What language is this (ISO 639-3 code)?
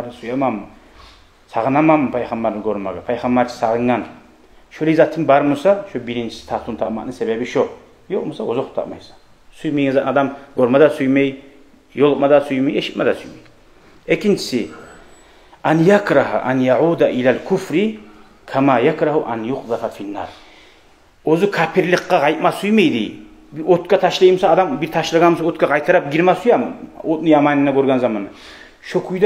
kum